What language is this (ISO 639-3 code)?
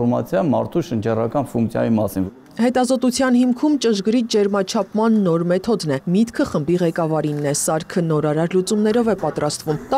hye